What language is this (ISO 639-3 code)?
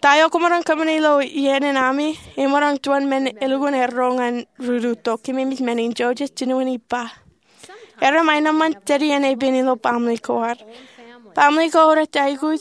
mah